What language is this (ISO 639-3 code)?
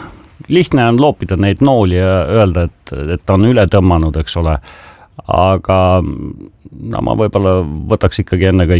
est